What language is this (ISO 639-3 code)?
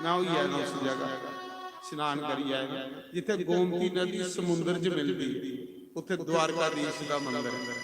doi